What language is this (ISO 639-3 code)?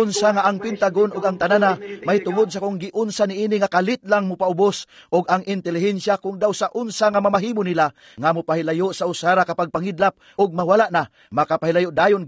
ceb